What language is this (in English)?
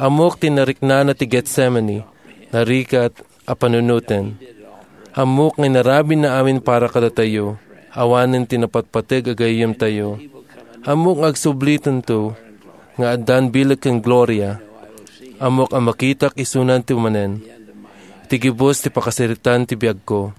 Iloko